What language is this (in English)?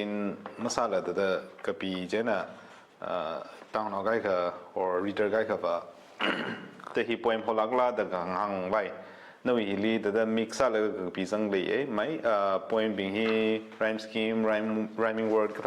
Tangkhul Naga (India)